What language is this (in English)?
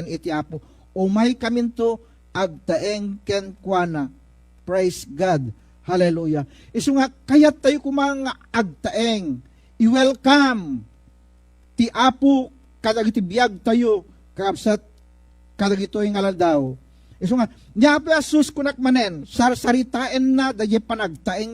Iloko